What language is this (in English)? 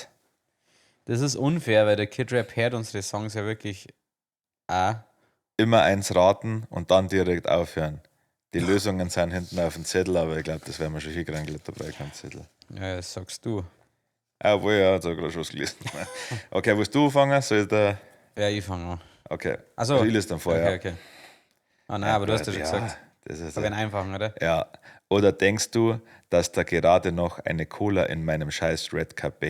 Bavarian